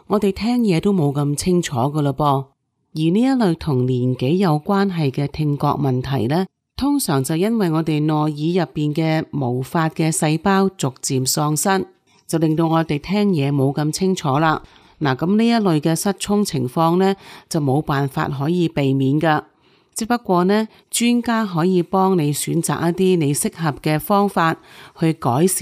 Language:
Cantonese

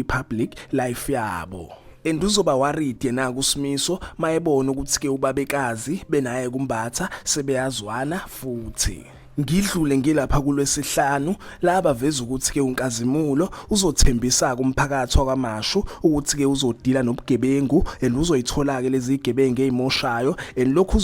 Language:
Zulu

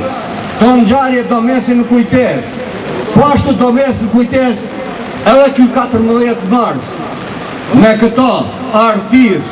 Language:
Albanian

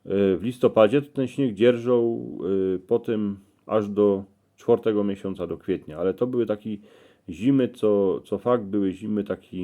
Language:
Silesian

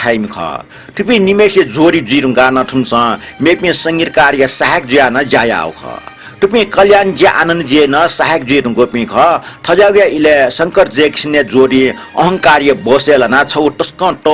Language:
Newari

